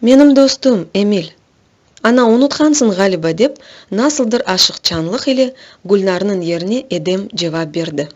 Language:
Crimean Tatar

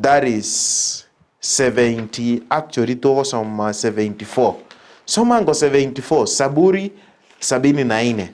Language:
Gusii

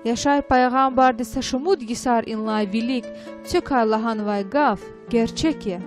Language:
Lezghian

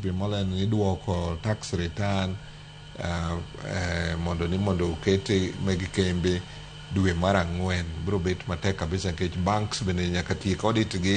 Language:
Luo (Kenya and Tanzania)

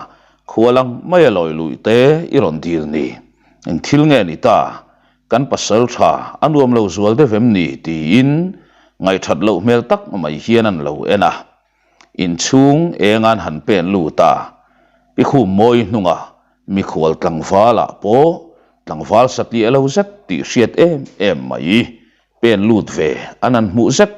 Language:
Mizo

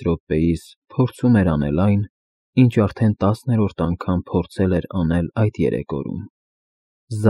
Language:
Armenian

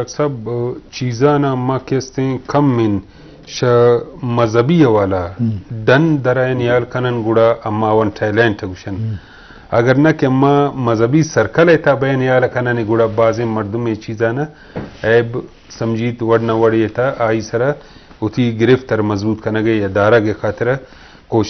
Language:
Eastern Balochi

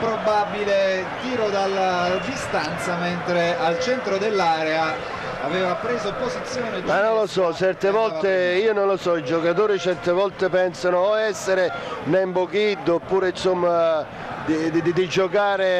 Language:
Italian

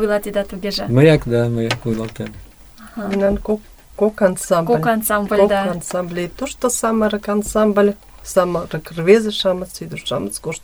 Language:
Mari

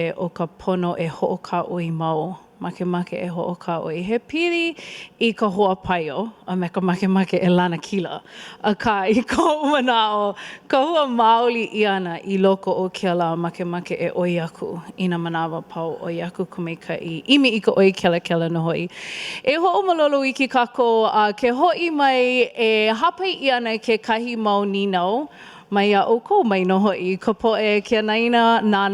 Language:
Hawaiian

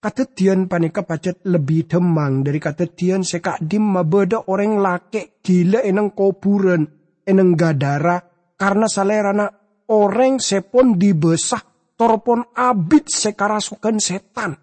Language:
Madurese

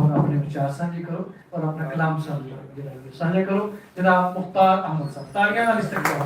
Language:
Western Panjabi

